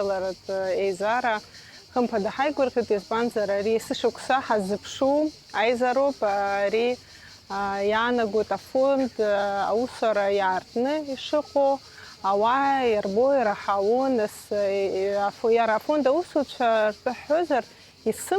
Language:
Abkhazian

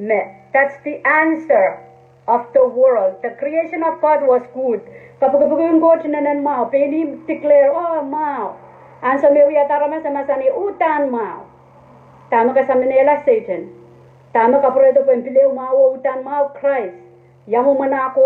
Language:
Pohnpeian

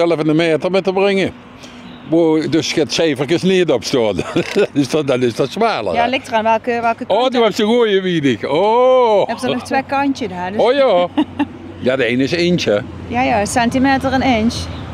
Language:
Limburgish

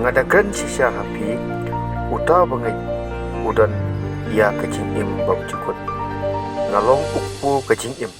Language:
Khasi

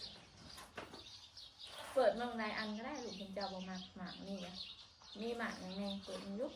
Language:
Northeastern Thai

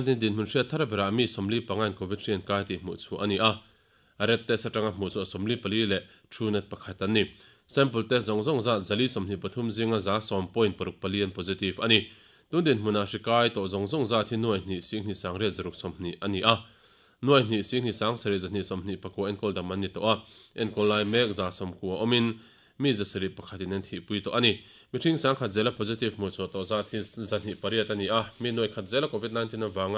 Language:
Mizo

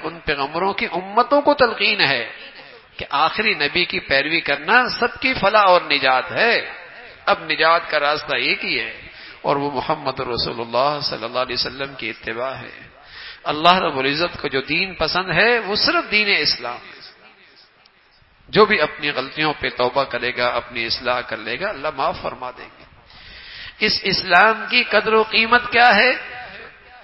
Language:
Urdu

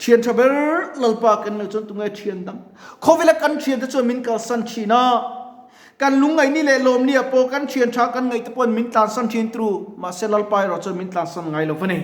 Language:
Mizo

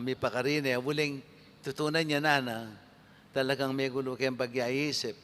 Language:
Pampanga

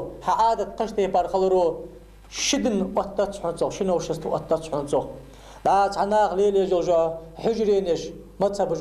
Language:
Ingush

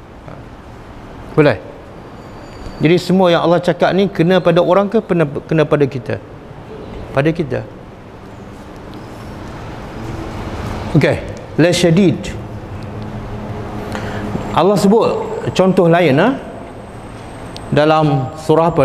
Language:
Malay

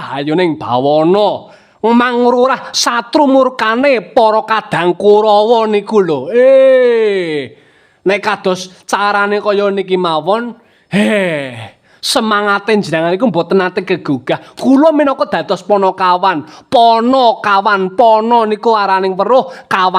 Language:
Javanese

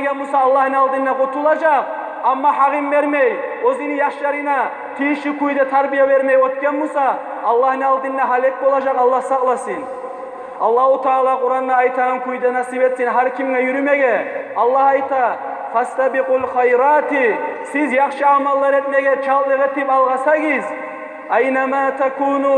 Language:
Kumyk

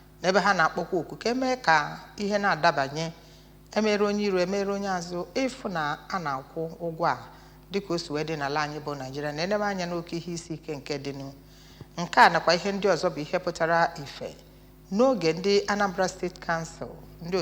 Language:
Igbo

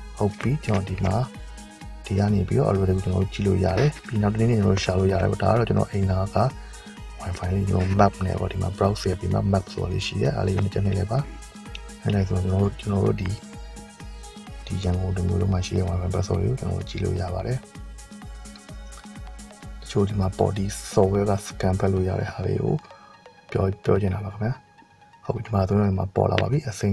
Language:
Burmese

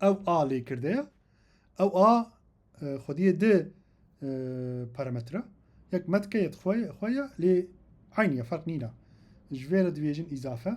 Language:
Kurdish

